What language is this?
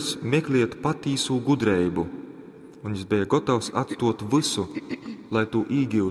Latgalian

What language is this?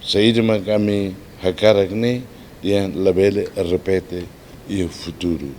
Tetum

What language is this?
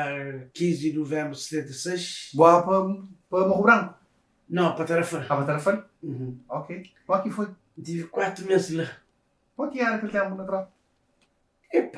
Kabuverdianu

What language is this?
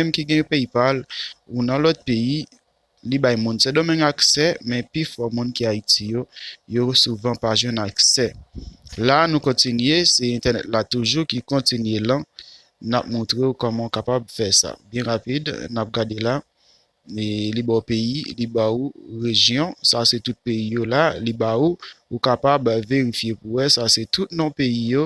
Haitian Creole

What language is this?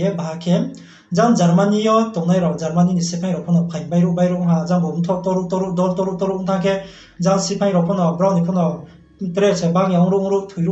Riang (India)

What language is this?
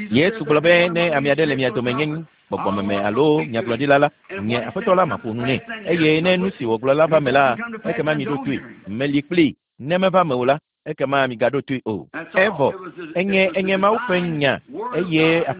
Ewe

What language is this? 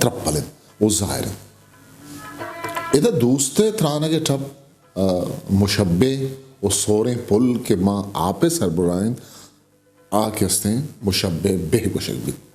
Eastern Balochi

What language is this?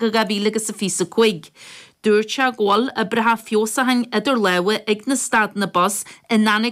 Irish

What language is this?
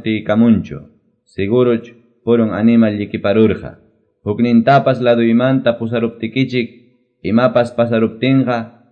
Quechua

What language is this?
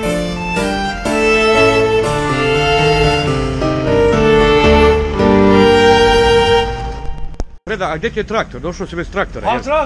Serbian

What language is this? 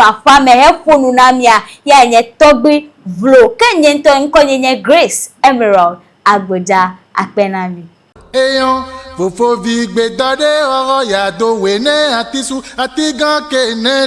Ewe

